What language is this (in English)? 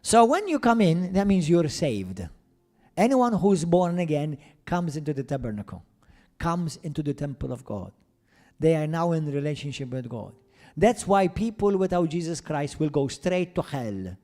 English